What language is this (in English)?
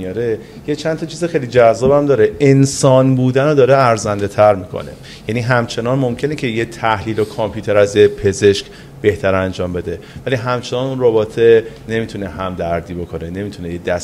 Persian